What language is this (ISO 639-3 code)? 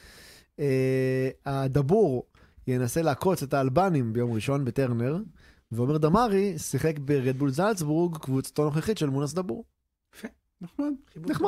heb